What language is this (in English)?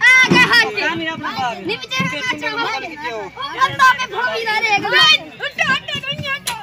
Saraiki